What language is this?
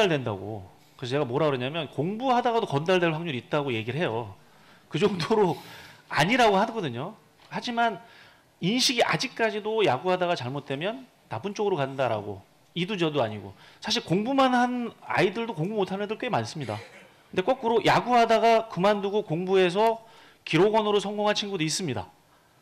Korean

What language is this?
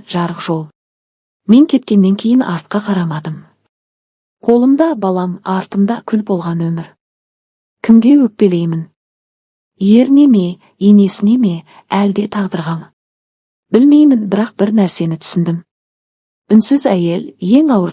Kazakh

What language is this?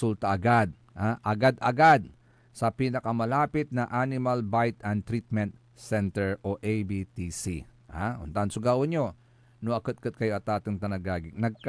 Pangasinan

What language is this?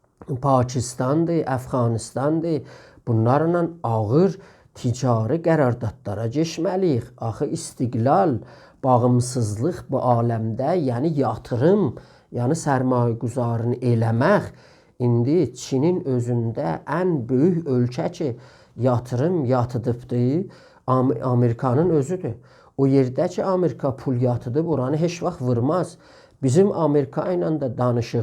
South Azerbaijani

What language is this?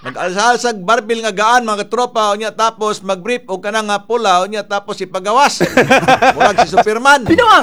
Cebuano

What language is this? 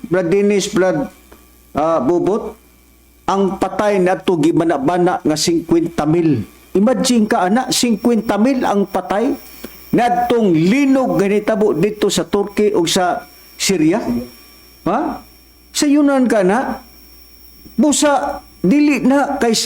Cebuano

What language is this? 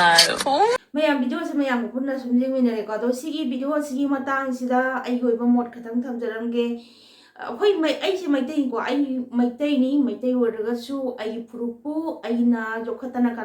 Manipuri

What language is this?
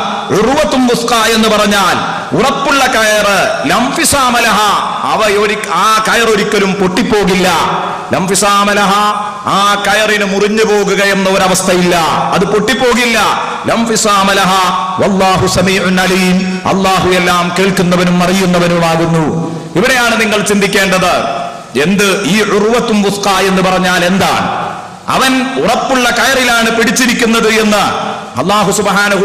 Malayalam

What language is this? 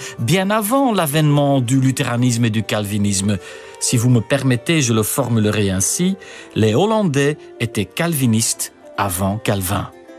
French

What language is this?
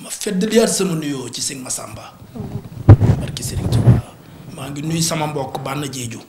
Wolof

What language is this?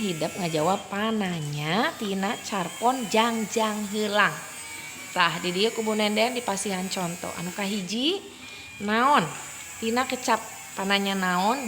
Sundanese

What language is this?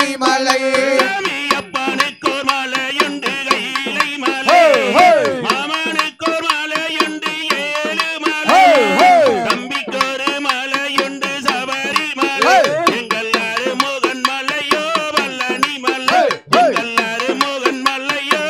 Tamil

